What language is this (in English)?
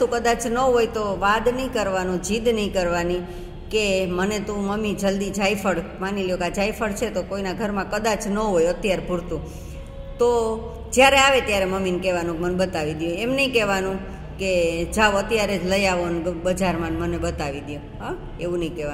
Gujarati